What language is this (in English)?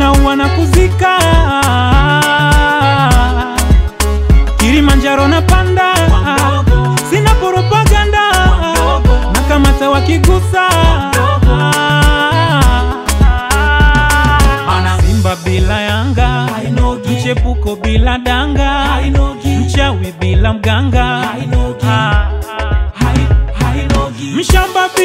Swahili